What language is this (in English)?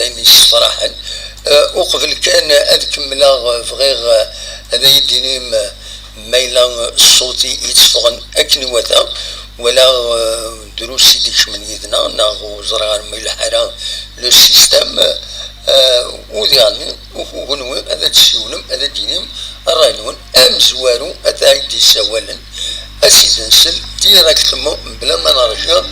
Kabyle